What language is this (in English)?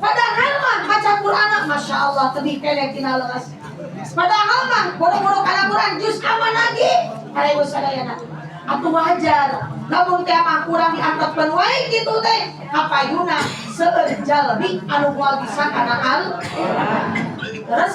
Sundanese